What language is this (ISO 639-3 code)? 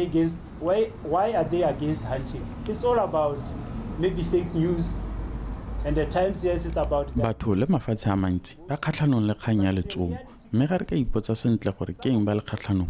tsn